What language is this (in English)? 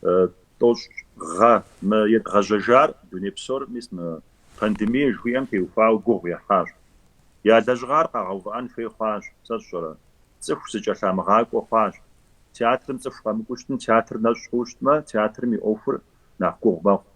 Kabardian